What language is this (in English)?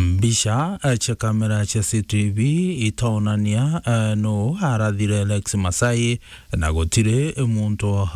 Meru